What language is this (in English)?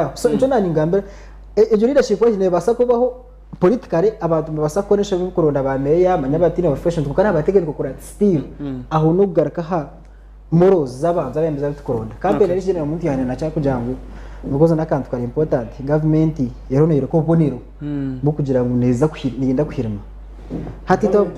Nyankole